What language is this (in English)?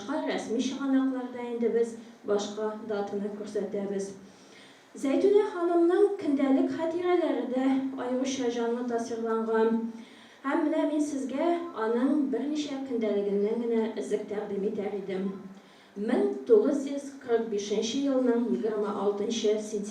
Tatar